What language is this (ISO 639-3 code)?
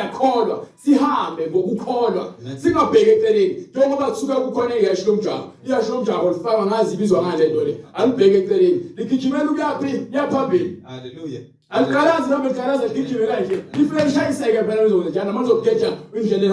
zul